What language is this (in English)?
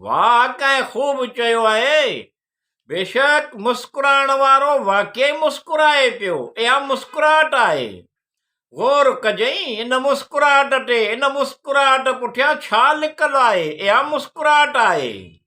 Sindhi